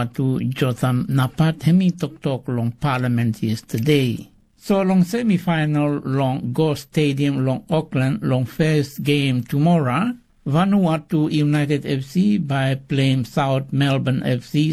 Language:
Bislama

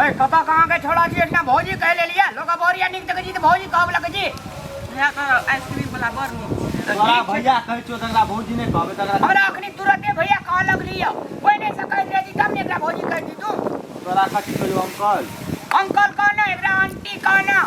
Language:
Maithili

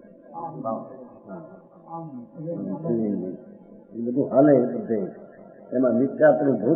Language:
Gujarati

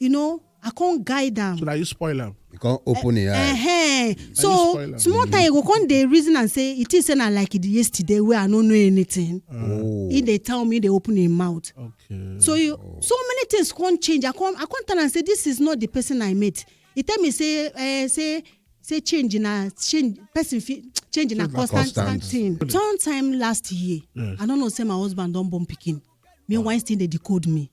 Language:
Nigerian Pidgin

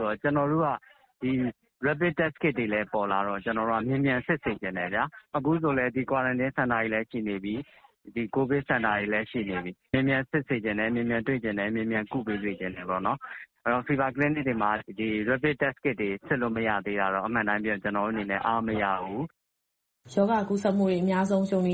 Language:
Burmese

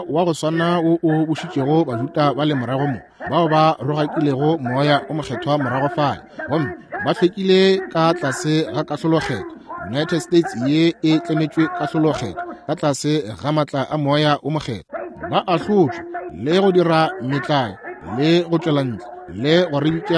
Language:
Northern Sotho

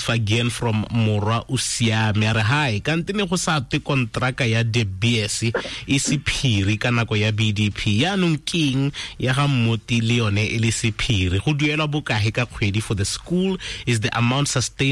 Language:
Tswana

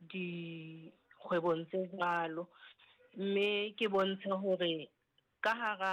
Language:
Southern Sotho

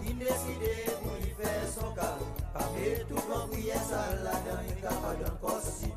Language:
Seselwa Creole French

